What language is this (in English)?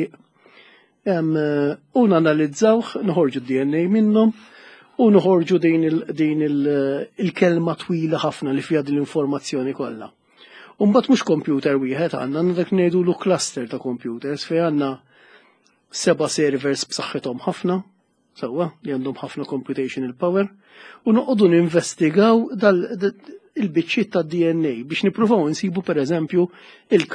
Maltese